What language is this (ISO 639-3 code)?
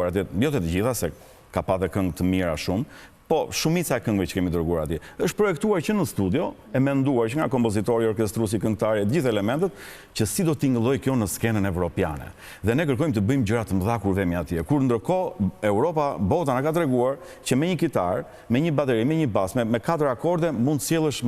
sqi